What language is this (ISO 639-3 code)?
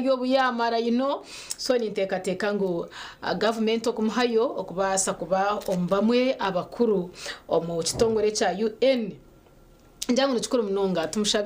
nyn